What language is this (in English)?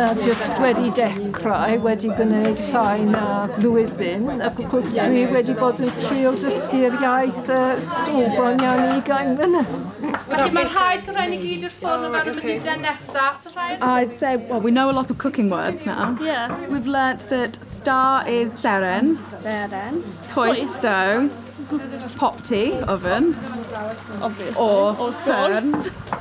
Welsh